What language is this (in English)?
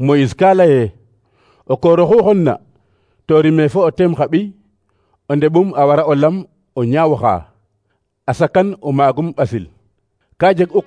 Serer